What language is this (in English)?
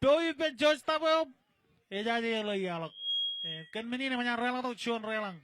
Marshallese